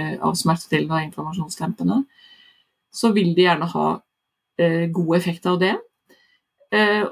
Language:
Norwegian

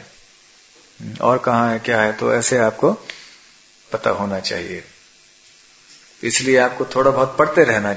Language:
Hindi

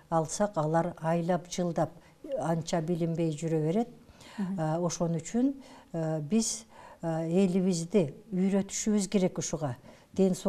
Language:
Kyrgyz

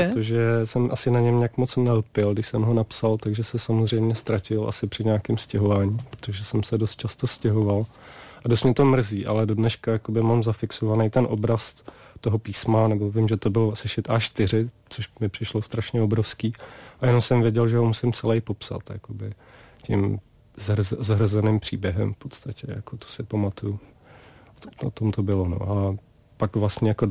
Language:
Czech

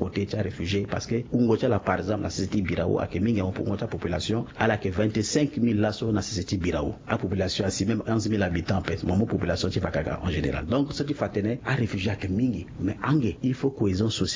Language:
Sango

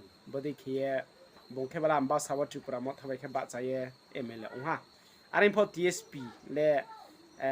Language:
Riang (India)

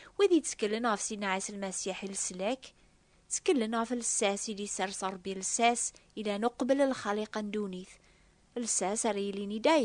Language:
Kabyle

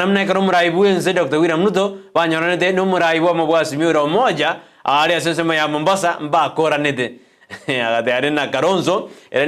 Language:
Gusii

